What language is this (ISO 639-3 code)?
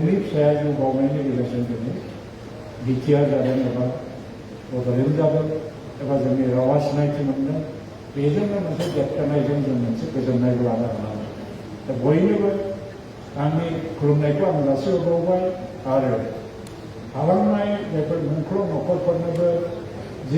brx